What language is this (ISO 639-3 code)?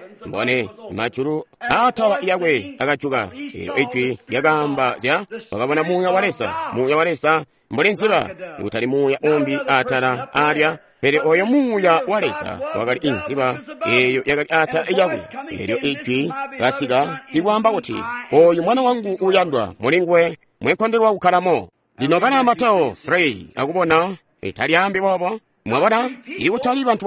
toi